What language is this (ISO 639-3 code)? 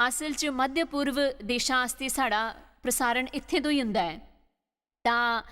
doi